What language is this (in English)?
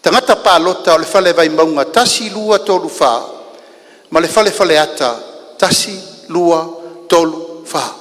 Samoan